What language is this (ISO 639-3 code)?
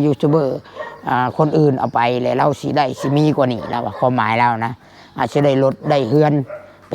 tts